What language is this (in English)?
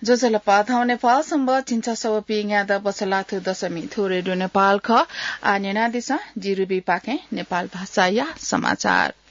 Newari